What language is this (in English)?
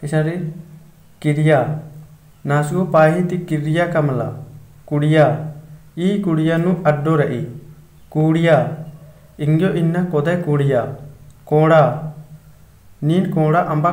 Kurukh